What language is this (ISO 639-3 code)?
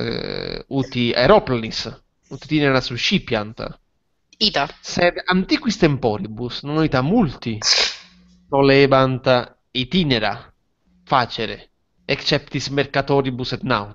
lat